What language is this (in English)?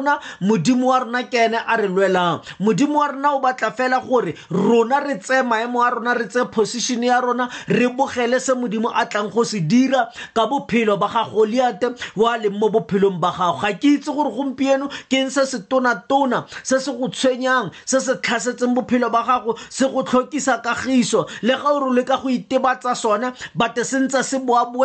Tswana